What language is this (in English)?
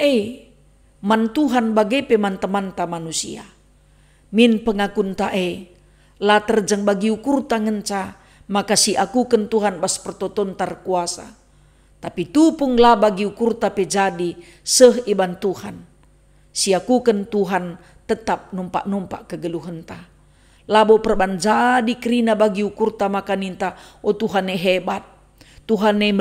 Batak Karo